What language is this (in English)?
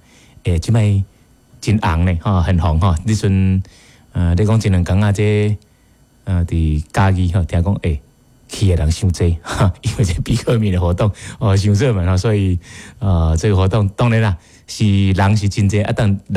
Min Nan Chinese